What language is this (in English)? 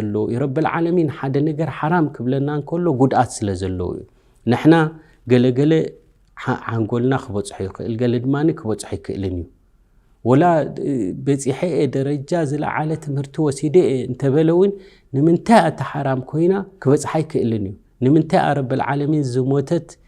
Tigrinya